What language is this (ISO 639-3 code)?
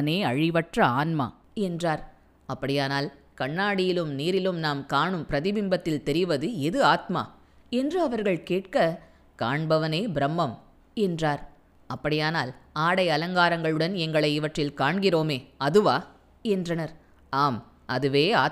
tam